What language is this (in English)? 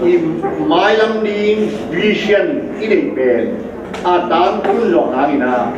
Tedim Chin